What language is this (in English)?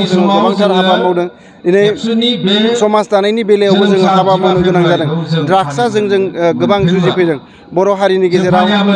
Bodo